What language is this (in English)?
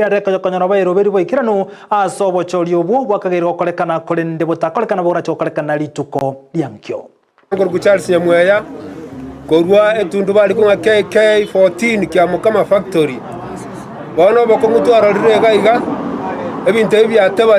Gusii